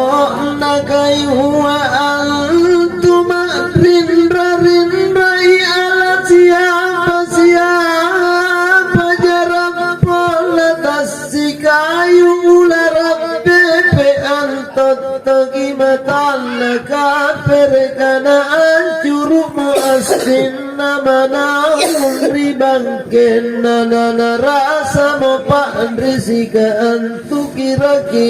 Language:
Makasar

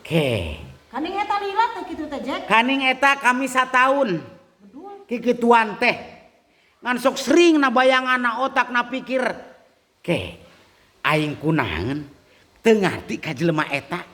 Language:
Sundanese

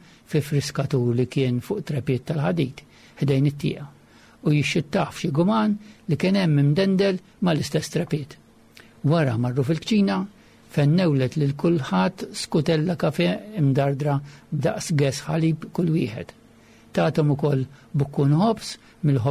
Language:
Maltese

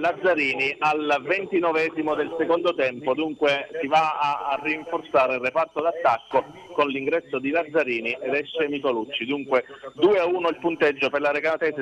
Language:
Italian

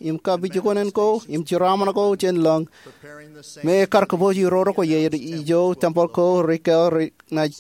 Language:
Marshallese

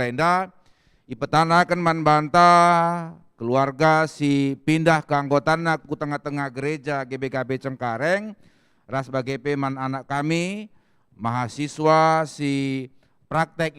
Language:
Batak Karo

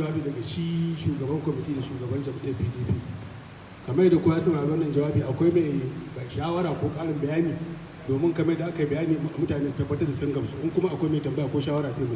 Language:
Hausa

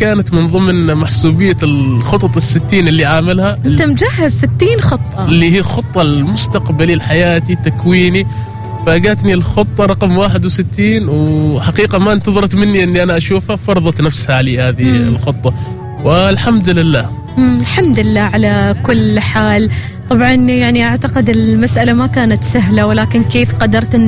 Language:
Arabic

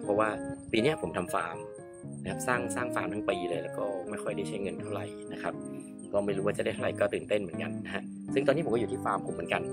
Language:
Thai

